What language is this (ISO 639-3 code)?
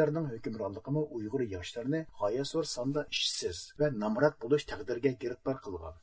uig